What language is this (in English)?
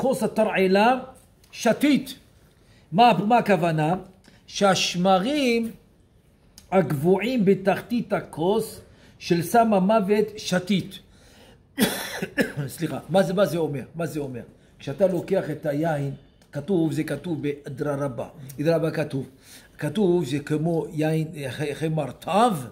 Hebrew